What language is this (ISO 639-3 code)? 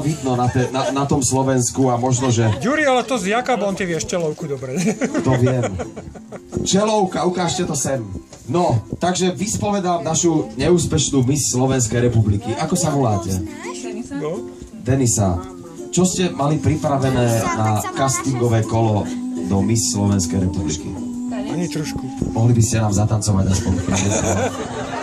slk